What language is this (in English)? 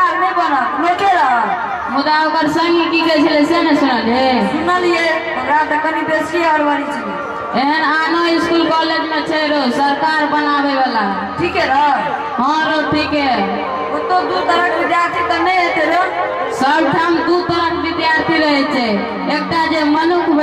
Maithili